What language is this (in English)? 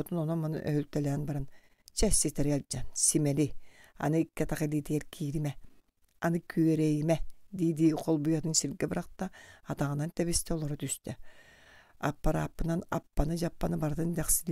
Yakut